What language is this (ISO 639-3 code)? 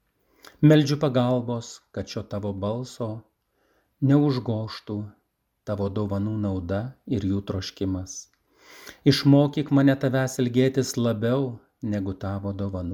lit